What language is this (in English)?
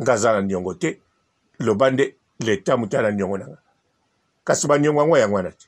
Lingala